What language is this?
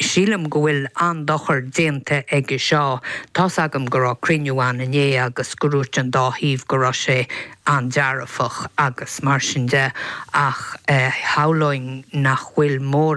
Irish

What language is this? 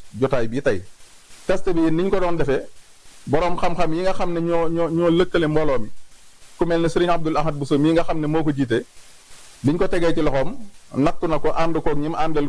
Wolof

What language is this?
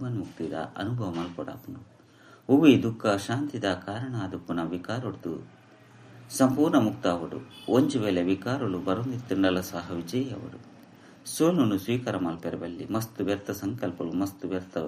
Tulu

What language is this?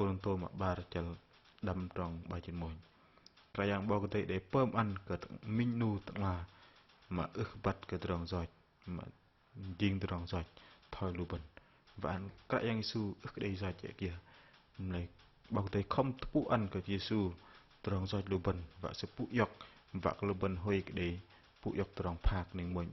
Bahnar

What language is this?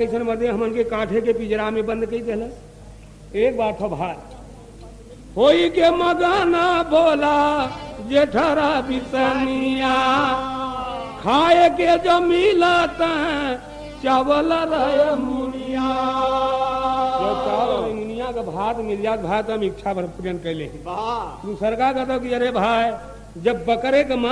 Bhojpuri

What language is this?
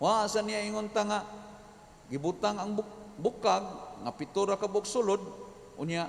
Cebuano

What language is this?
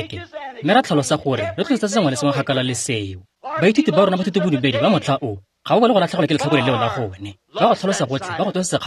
Tswana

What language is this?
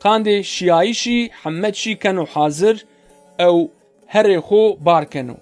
Zaza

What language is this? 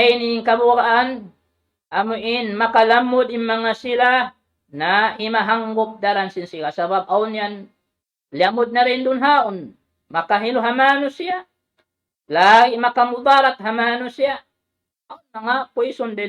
Tausug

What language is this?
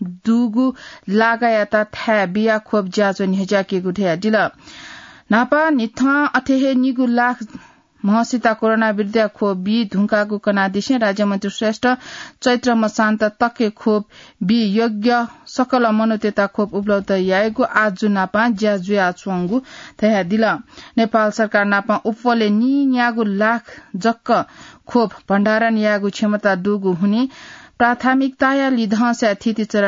Newari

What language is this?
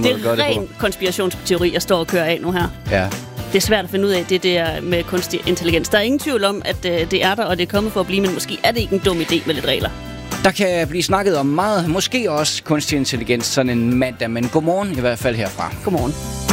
Danish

